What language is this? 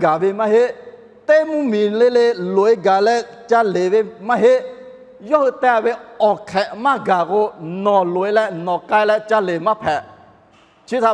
Lahu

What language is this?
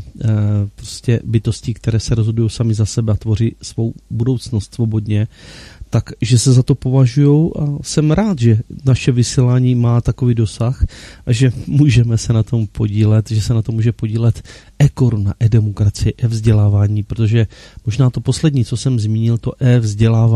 Czech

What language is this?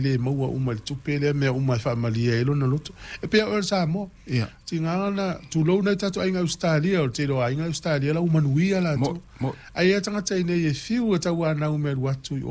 Samoan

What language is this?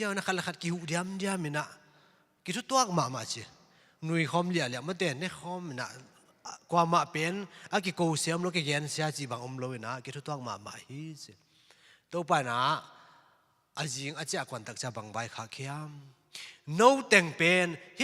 Tedim Chin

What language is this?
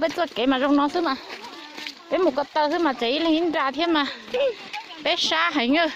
Hmong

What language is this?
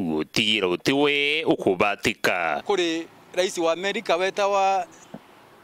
Meru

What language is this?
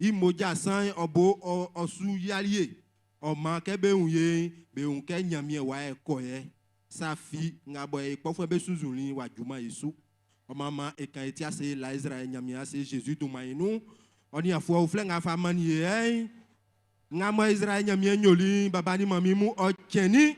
Baoulé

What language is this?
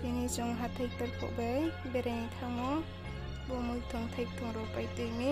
Riang (India)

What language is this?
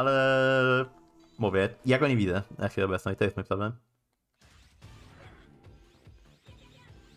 Polish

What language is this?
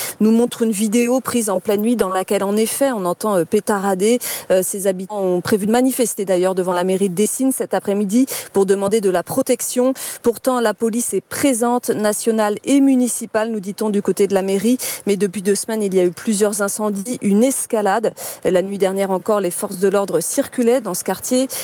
French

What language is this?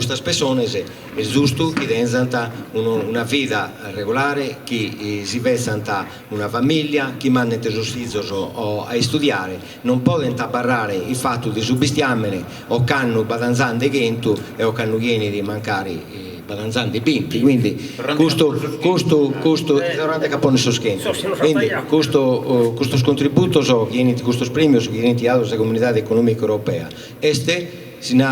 Sardinian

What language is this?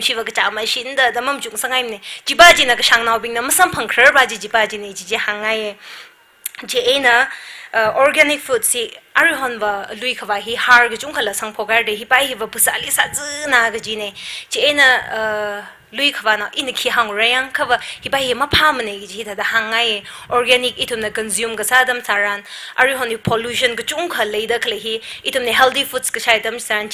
Tangkhul Naga (India)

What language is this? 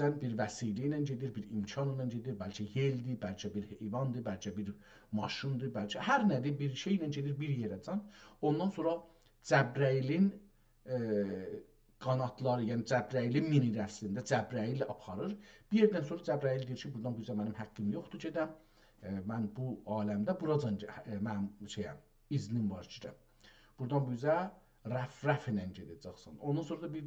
South Azerbaijani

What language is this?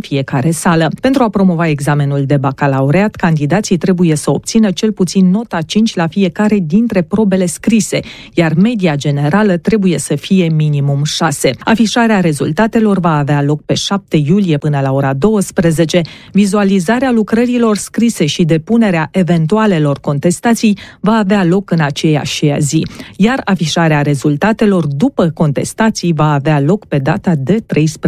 Romanian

